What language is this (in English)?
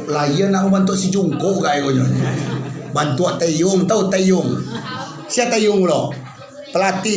Minangkabau